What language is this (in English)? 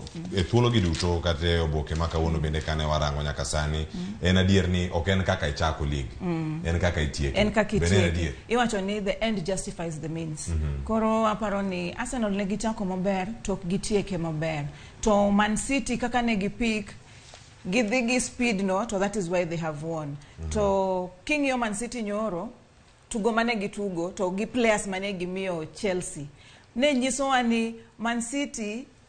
Luo (Kenya and Tanzania)